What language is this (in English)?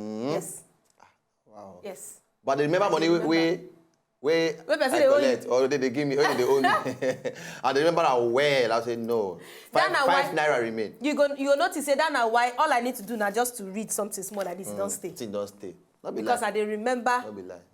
Nigerian Pidgin